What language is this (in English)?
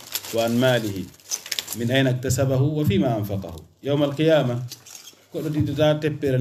Fula